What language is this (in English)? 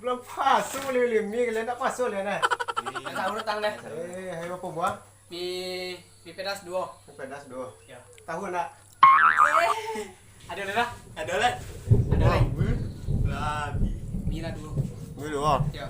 Minangkabau